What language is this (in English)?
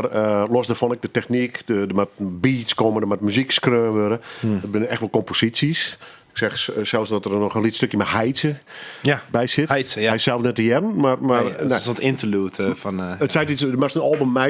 Western Frisian